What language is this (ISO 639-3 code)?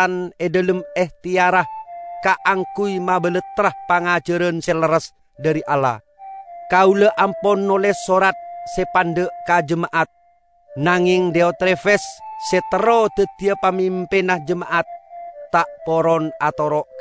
mad